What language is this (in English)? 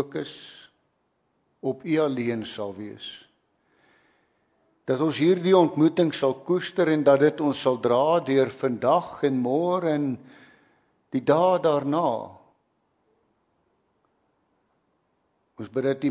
Afrikaans